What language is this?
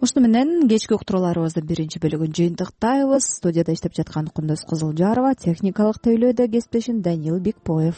Kyrgyz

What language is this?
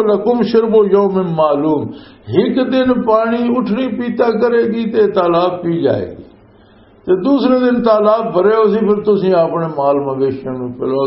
Western Panjabi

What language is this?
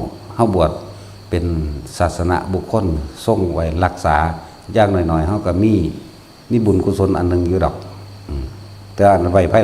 Northeastern Thai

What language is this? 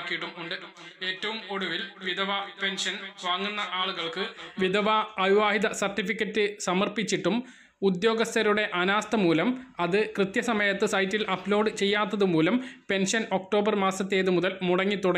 Malayalam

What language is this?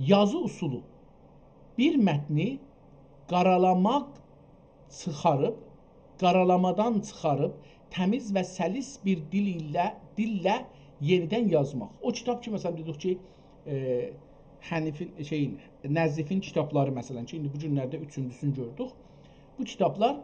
South Azerbaijani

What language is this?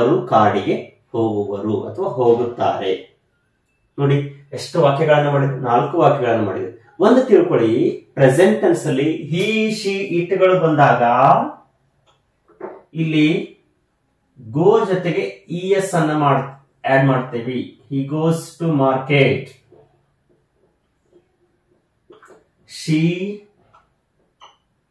Kannada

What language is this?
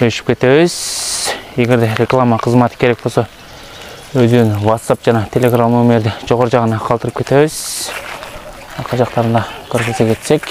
Kyrgyz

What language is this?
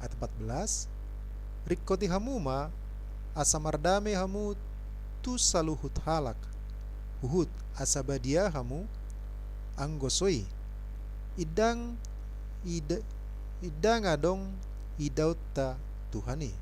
Batak Toba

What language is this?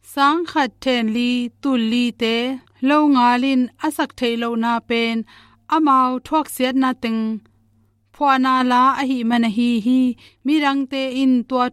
Tedim Chin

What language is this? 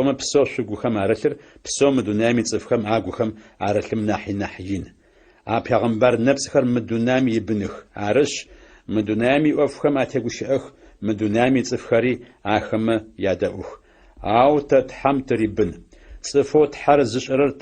Adyghe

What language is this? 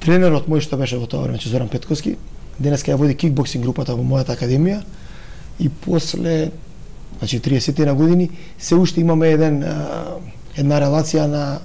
Macedonian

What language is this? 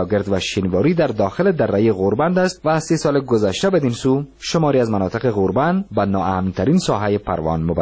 Persian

